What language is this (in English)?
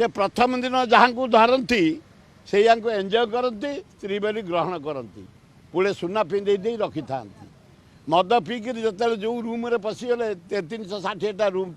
Odia